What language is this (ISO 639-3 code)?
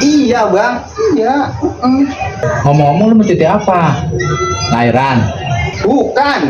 bew